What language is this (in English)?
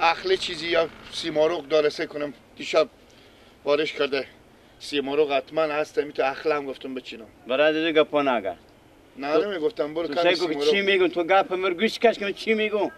Persian